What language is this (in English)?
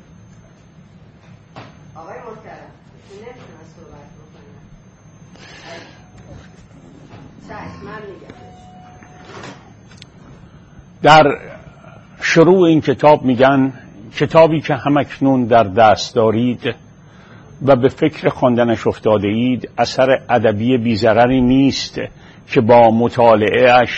Persian